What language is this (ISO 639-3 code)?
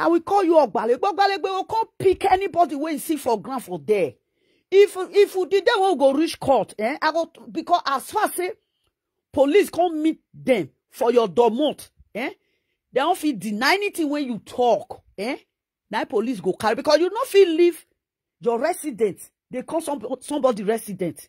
pcm